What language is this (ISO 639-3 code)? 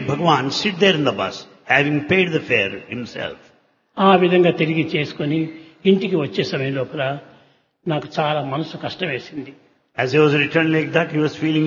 tel